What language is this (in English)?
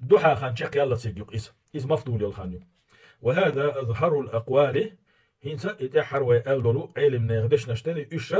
Chechen